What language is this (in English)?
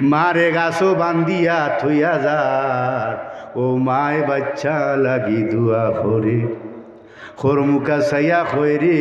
Sylheti